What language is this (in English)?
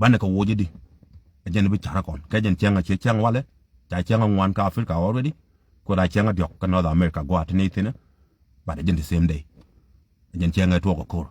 Nuer